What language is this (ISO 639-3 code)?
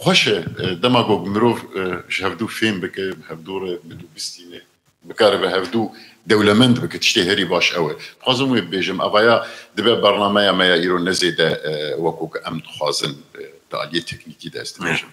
kur